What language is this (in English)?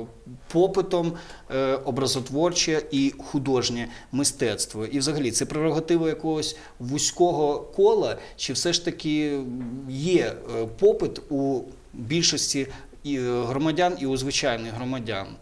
Ukrainian